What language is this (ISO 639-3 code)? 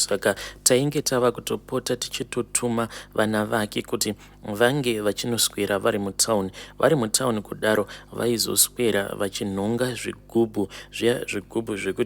sna